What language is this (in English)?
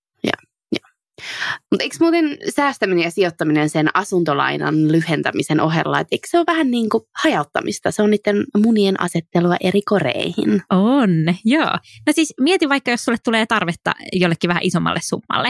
Finnish